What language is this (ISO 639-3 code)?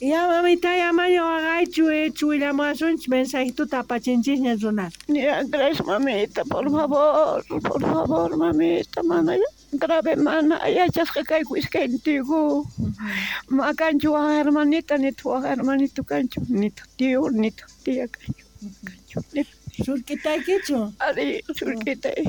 quh